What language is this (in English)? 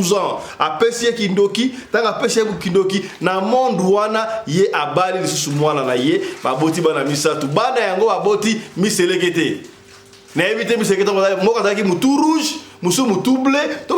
Lingala